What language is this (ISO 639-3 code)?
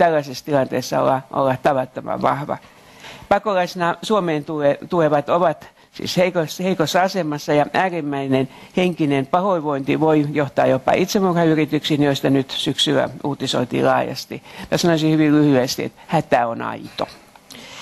fin